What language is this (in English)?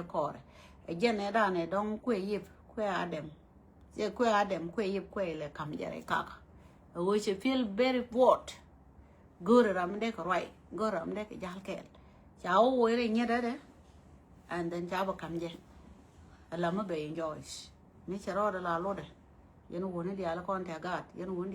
Nuer